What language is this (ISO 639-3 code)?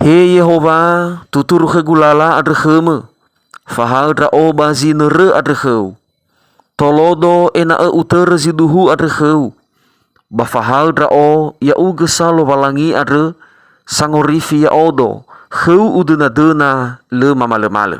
nia